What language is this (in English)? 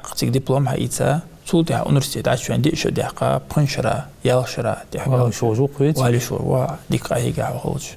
Ingush